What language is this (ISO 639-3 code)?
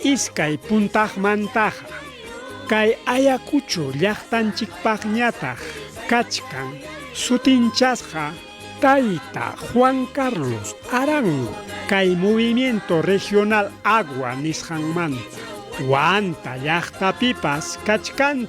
quy